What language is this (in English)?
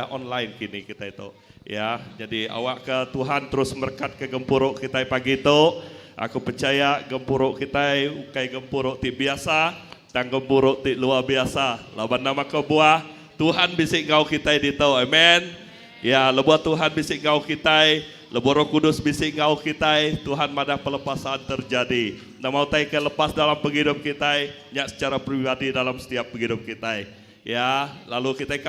Iban